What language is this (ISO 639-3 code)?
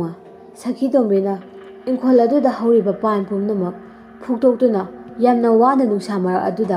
mni